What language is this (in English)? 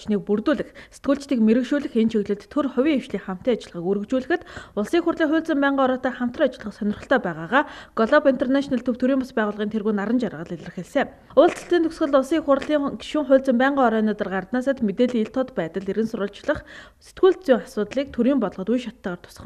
Mongolian